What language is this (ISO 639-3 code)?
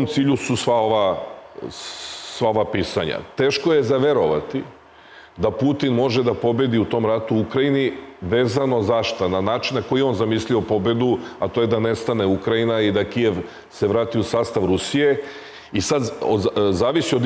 srp